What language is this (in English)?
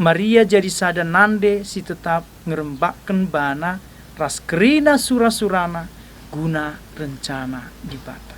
Batak Karo